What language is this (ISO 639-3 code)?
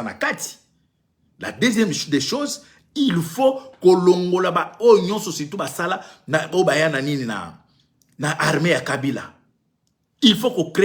lin